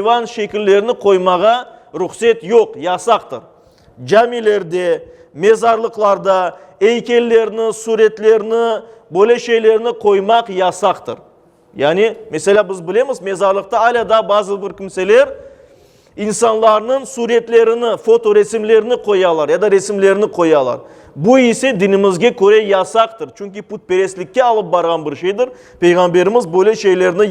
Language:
Crimean Tatar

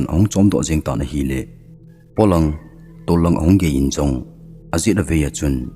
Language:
Thado Chin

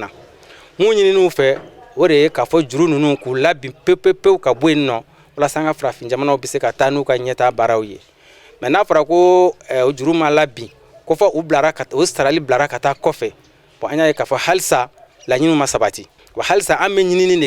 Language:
Bambara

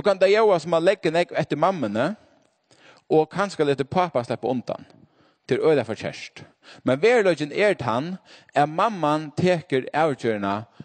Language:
Faroese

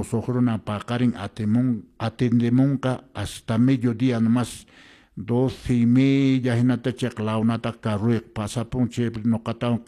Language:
Quechua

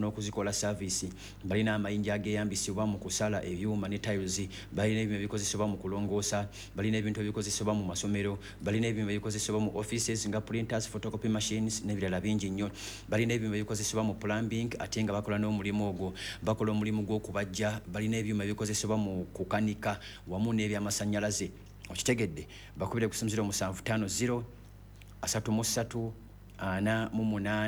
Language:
Ganda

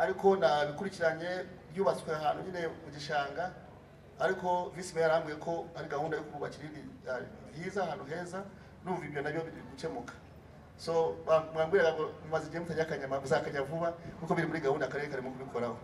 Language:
Kinyarwanda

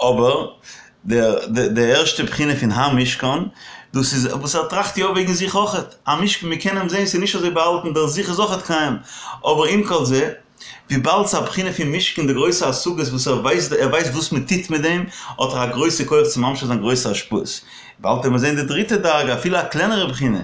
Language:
Yiddish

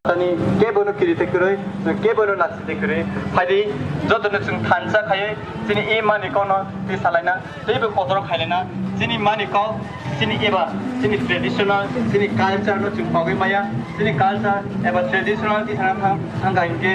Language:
Kok Borok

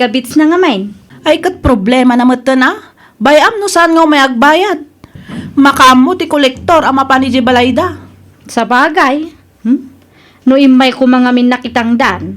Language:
Iloko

